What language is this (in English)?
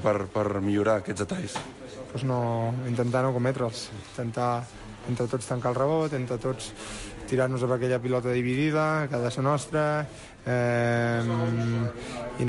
Catalan